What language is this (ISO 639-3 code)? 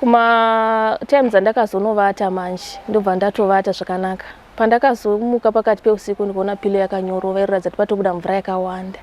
sna